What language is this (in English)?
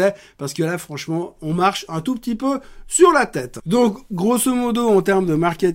French